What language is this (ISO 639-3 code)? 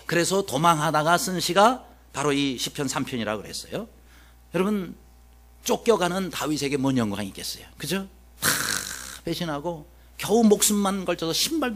kor